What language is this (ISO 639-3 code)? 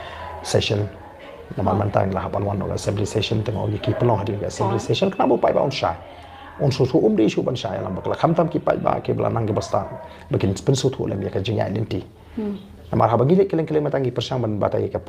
kha